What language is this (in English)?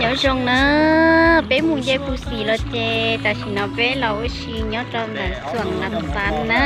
Hmong